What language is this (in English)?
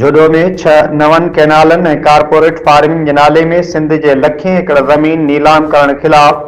Sindhi